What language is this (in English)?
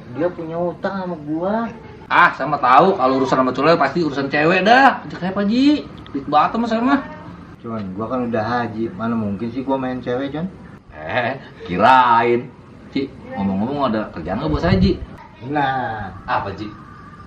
Betawi